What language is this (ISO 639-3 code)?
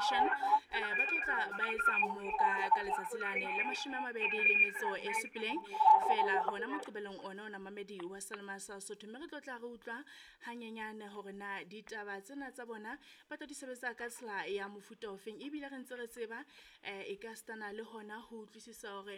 sot